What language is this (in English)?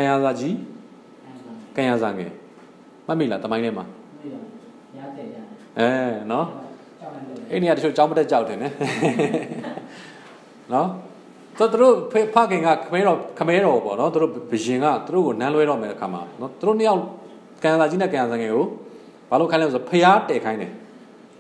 Burmese